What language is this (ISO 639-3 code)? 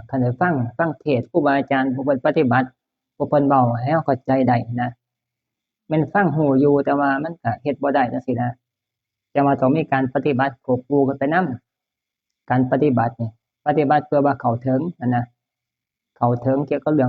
tts